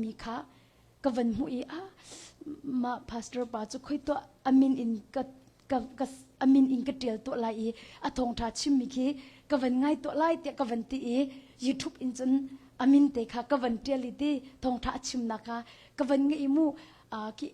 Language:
Hakha Chin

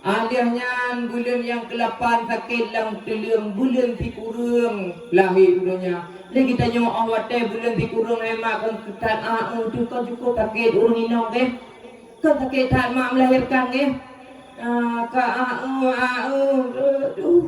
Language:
Achinese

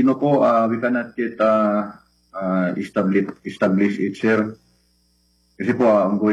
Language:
Filipino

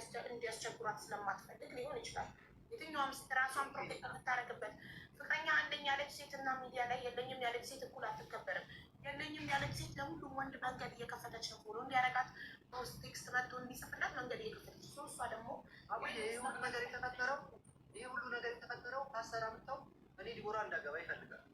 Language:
Amharic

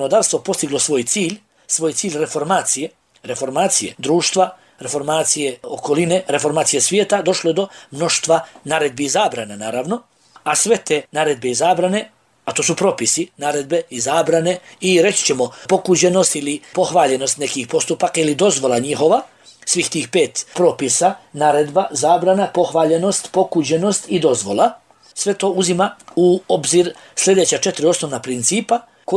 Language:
Bosnian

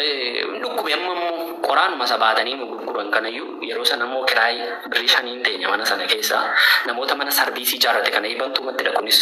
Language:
Oromo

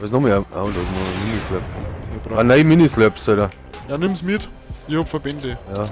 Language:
Bavarian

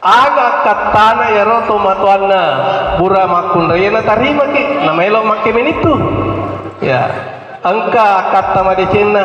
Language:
Buginese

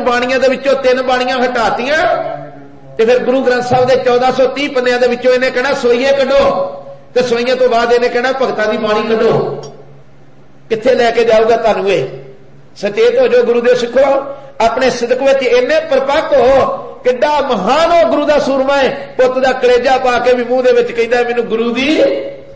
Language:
Punjabi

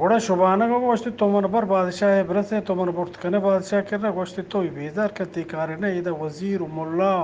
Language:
Eastern Balochi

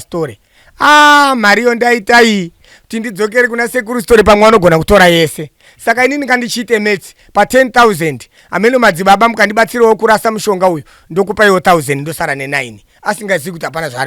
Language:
Shona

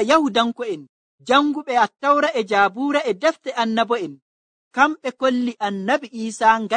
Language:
Nigerian Fulfulde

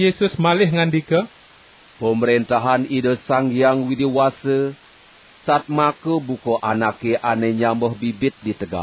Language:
Balinese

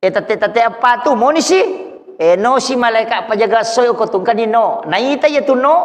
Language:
Buginese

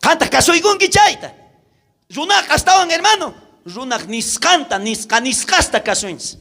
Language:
South Bolivian Quechua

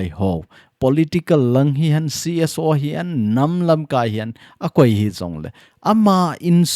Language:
Thado Chin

